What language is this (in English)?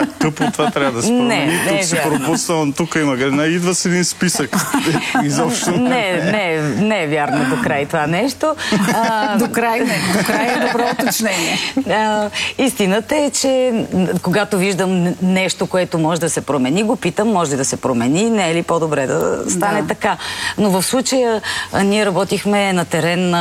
Bulgarian